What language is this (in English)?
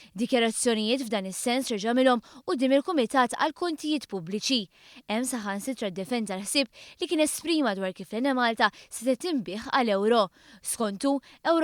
Maltese